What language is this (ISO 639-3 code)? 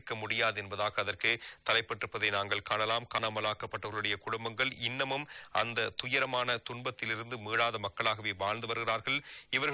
tam